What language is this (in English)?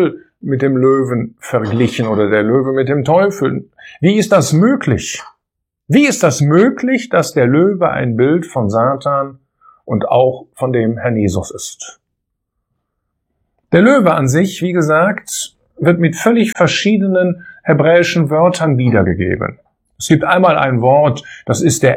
German